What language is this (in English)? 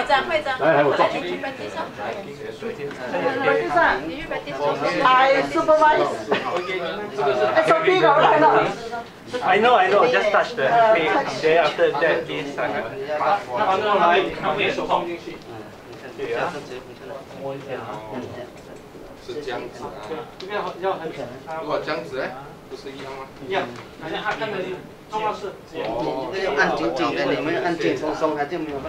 Chinese